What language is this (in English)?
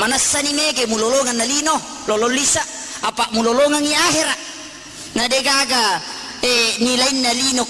Buginese